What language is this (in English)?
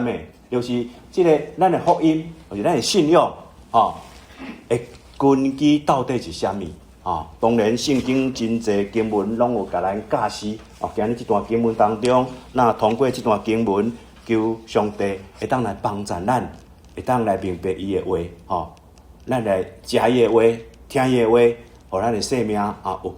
Min Nan Chinese